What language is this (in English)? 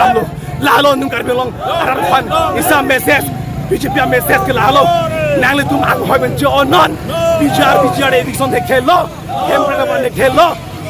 Karbi